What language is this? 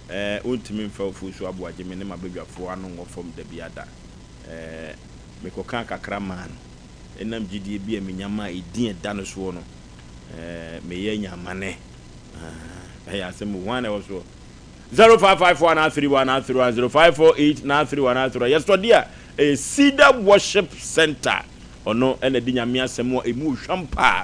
Akan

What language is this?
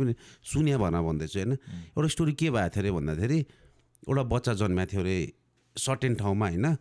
Nepali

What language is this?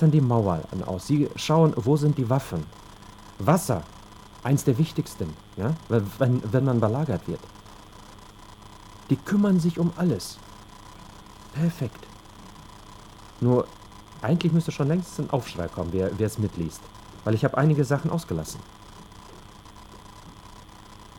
German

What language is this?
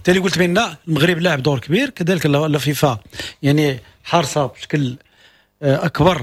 Moroccan Arabic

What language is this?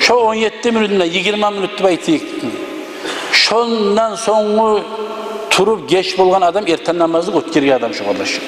Kumyk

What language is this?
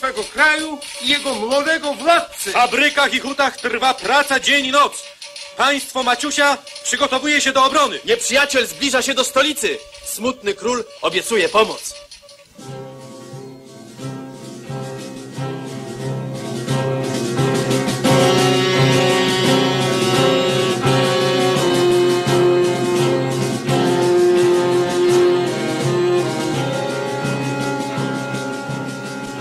Polish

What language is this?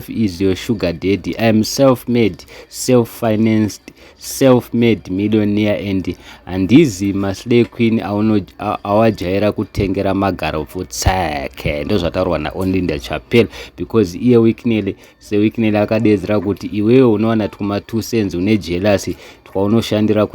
Shona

